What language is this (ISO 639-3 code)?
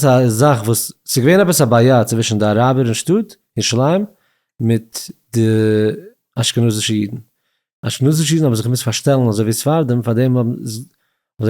yid